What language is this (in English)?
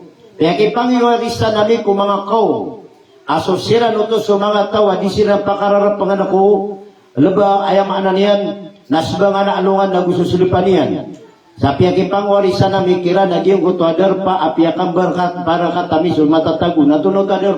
Maranao